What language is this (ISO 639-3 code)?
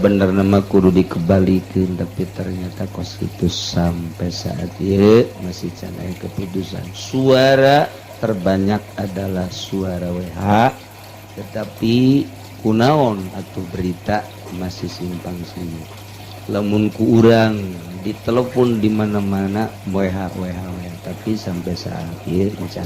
sun